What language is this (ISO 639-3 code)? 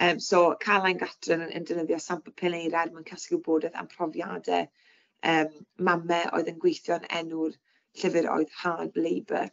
cym